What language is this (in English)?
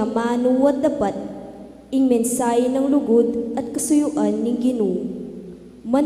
Pampanga